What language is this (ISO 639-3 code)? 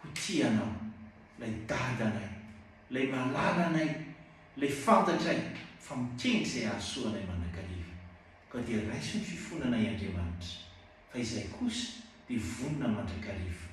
mlg